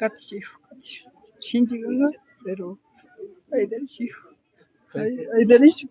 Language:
Imbabura Highland Quichua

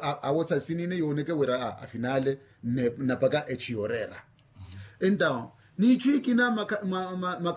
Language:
Makhuwa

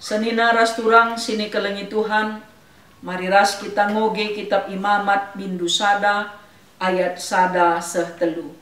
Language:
Batak Karo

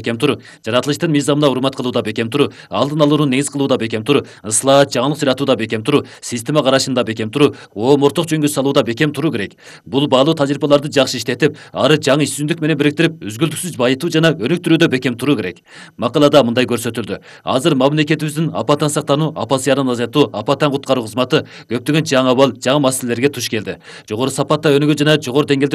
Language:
Kyrgyz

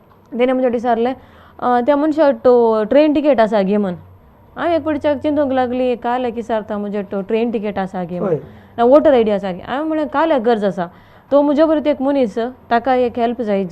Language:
Konkani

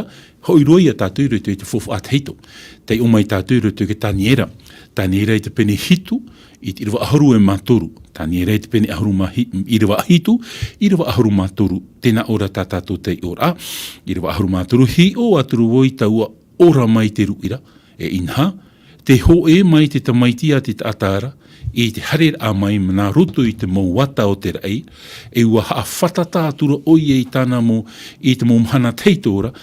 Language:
Tahitian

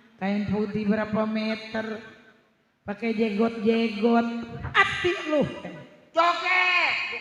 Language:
Betawi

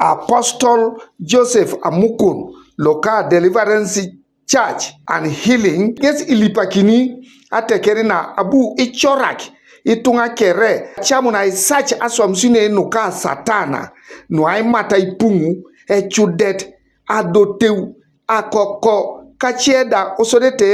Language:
Teso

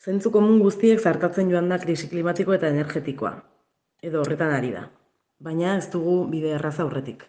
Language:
Basque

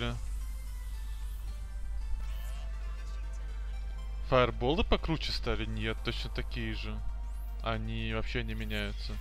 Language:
Russian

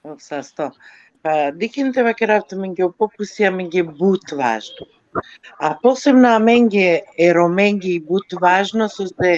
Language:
Balkan Romani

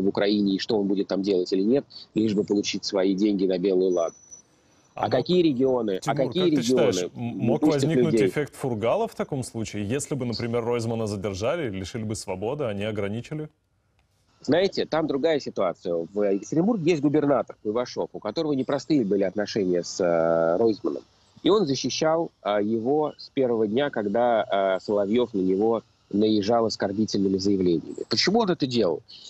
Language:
Russian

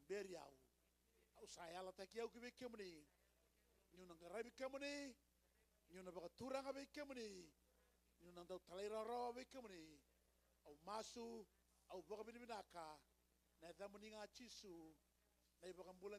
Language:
Fijian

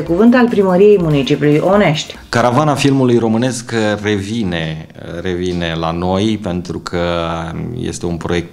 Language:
Romanian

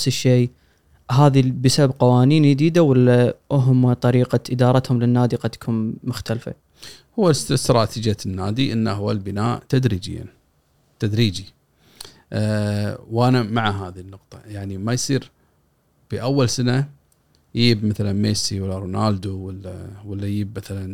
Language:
Gulf Arabic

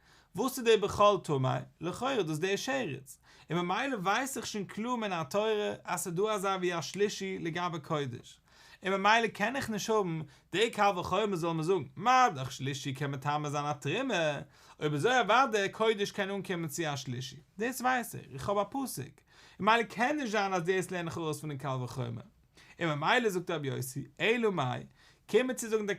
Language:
Yiddish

